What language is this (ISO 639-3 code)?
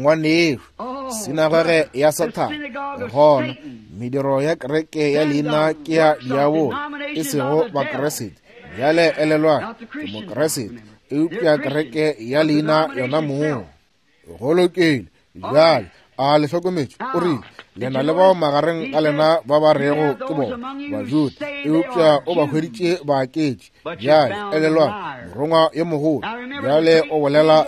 nso